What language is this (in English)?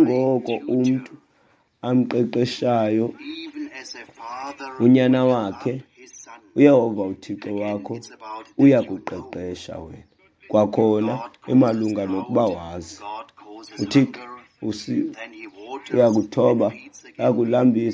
Xhosa